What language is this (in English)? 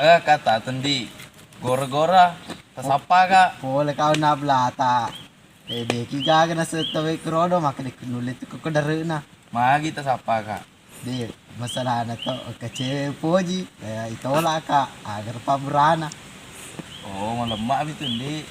Buginese